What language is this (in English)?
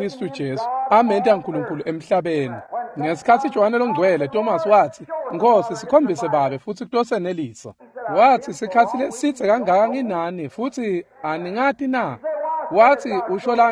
Swati